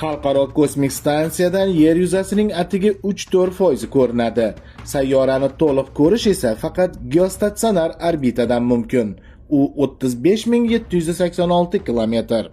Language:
Uzbek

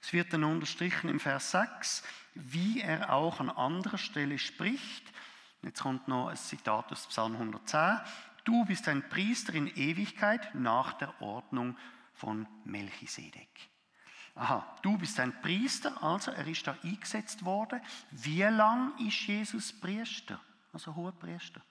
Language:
Swiss German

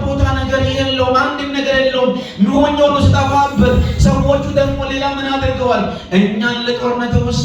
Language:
Amharic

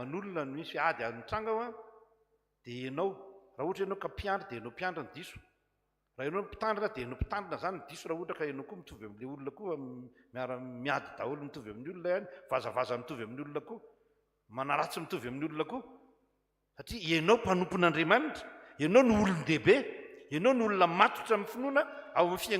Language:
Malagasy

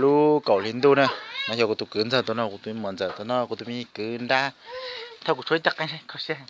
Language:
Hmong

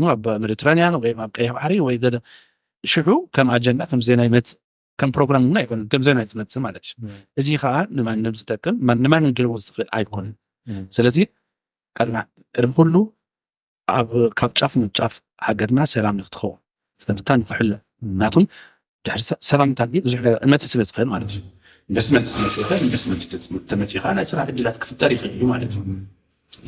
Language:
Tigrinya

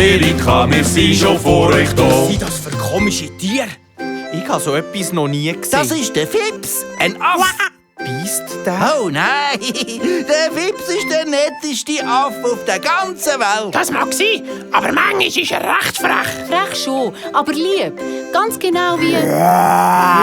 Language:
Swiss German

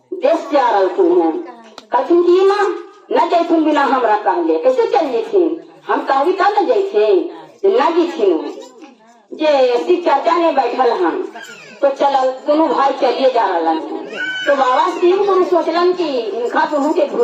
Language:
Magahi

